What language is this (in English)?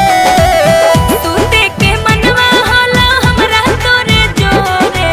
Magahi